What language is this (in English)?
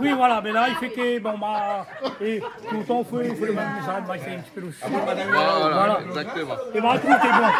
Réunion Creole French